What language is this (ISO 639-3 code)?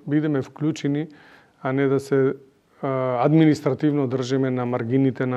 mkd